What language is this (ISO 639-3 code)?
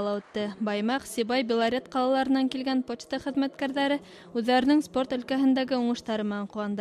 bak